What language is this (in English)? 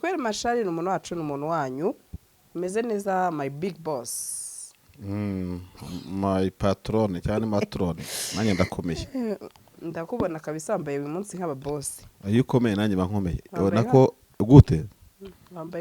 Kinyarwanda